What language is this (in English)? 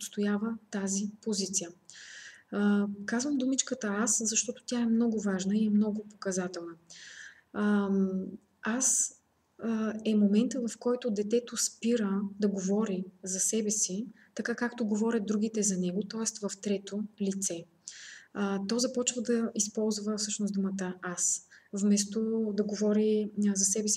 Bulgarian